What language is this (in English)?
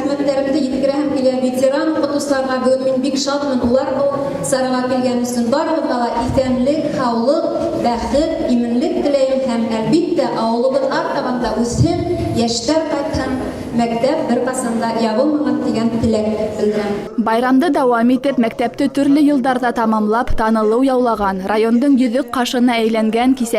Bashkir